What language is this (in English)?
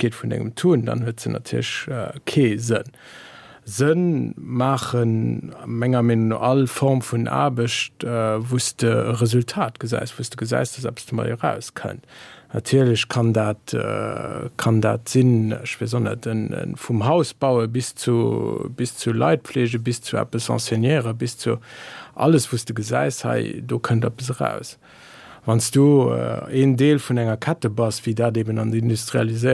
Luxembourgish